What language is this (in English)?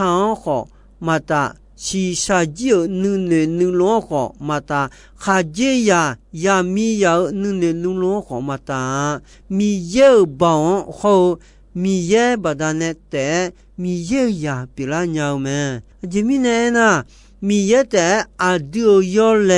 Akha